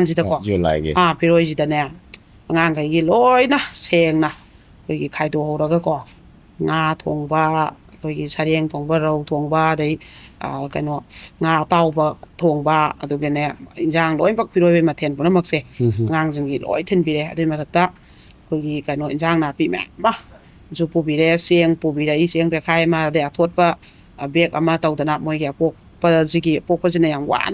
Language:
Manipuri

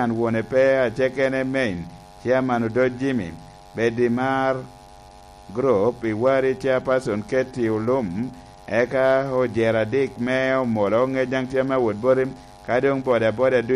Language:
Lango (Uganda)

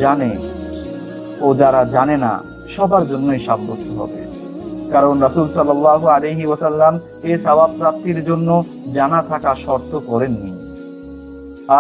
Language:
Bangla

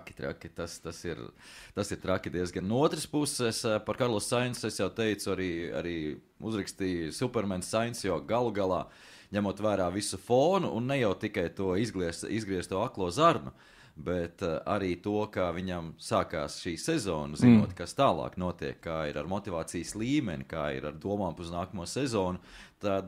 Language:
Latvian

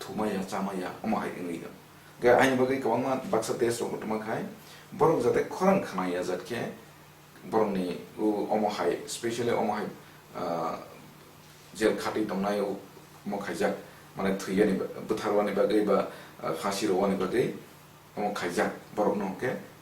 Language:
Kok Borok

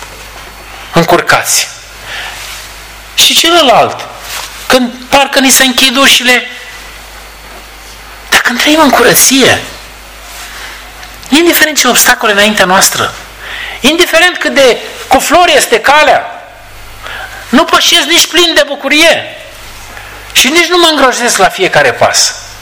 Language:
Romanian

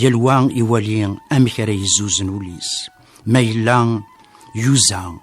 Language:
Kabyle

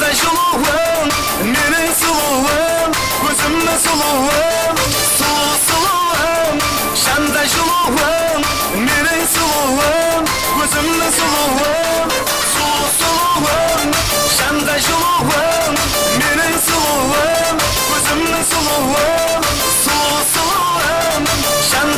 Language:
Kara-Kalpak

